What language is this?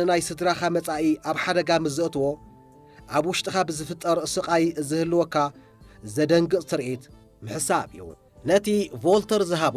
Tigrinya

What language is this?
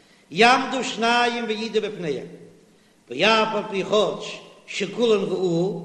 Yiddish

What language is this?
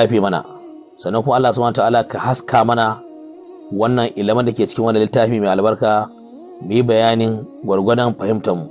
Hausa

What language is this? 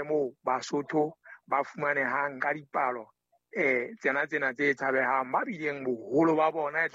Southern Sotho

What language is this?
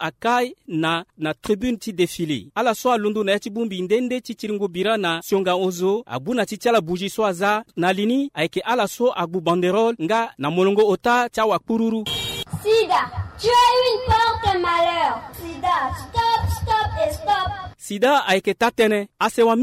Sango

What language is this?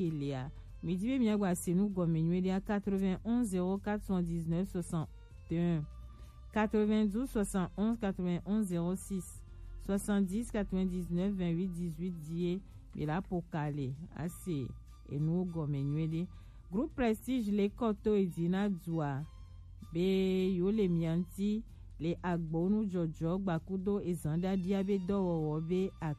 Gen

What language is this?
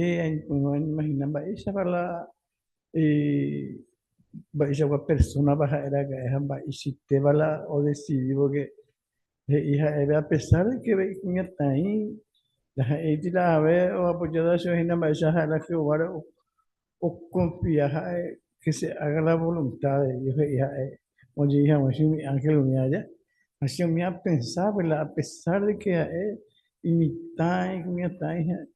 Guarani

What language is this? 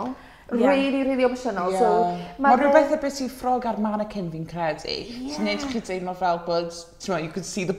Welsh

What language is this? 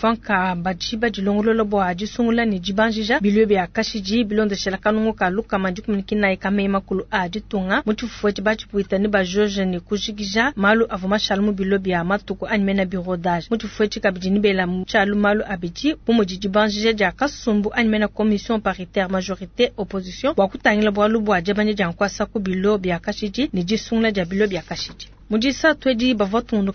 Luba-Lulua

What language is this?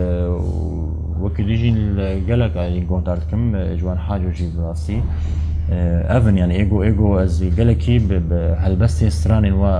Kurdish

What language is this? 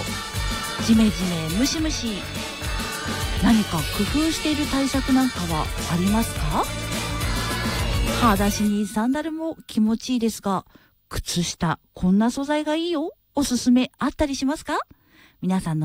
Japanese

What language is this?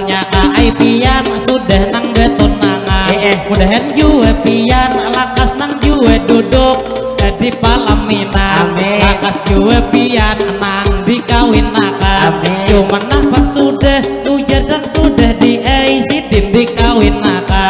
Banjar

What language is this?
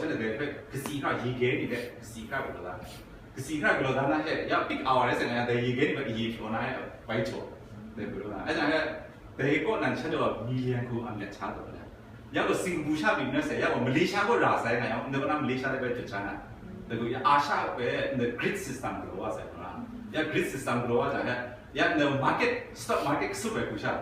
Kachin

